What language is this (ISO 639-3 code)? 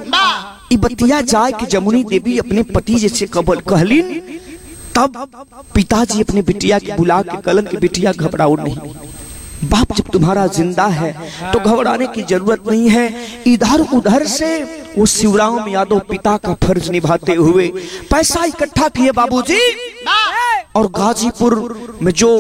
bho